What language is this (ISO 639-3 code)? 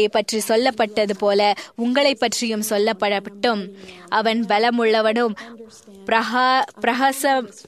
tam